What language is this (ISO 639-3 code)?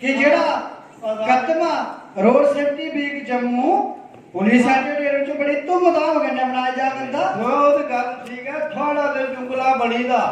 doi